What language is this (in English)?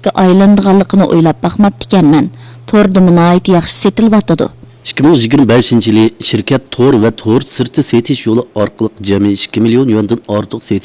Uyghur